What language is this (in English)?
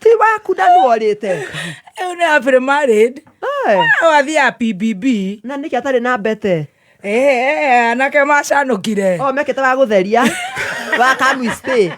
Kikuyu